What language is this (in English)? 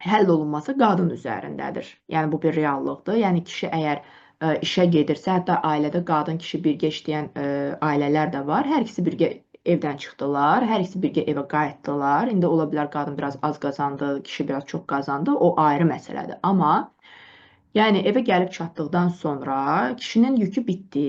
Azerbaijani